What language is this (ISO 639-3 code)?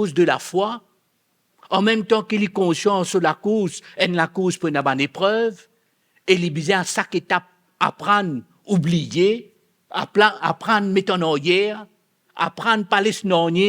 mfe